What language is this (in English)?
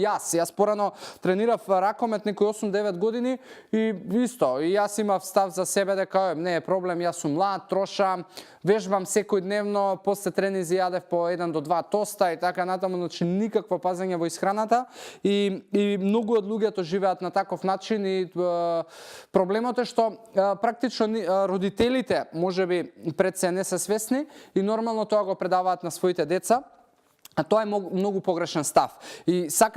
Macedonian